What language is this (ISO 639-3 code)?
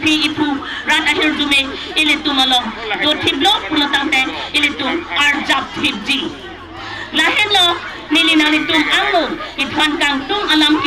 mjw